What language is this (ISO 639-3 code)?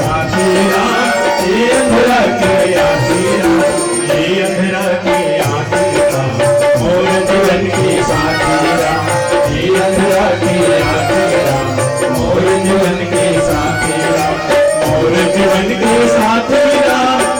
hne